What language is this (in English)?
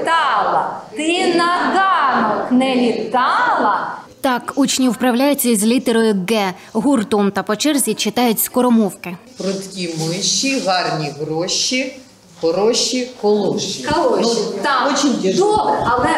Ukrainian